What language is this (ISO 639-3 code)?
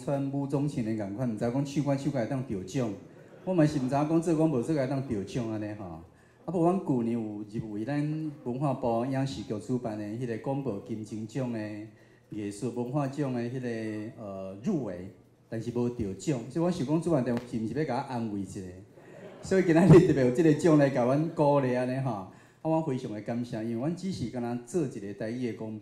nan